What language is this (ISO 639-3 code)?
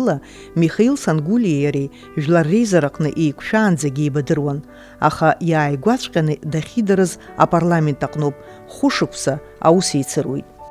abk